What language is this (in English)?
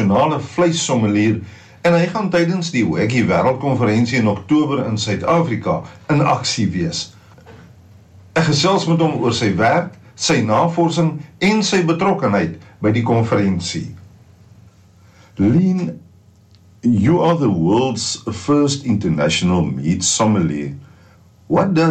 Afrikaans